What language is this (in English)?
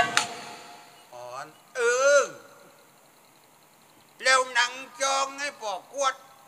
Thai